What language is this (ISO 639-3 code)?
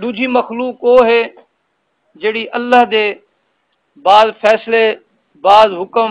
skr